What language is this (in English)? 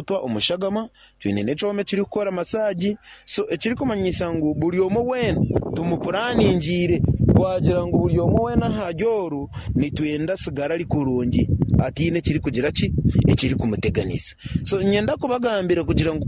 Nyankole